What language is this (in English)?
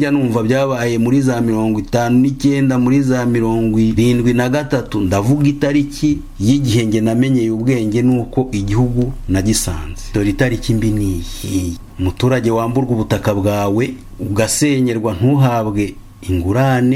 Kinyarwanda